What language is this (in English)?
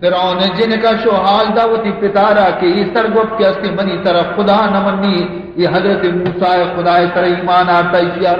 Baluchi